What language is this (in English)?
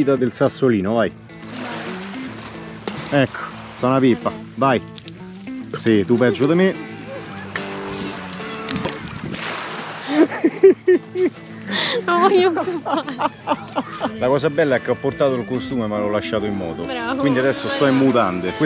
Italian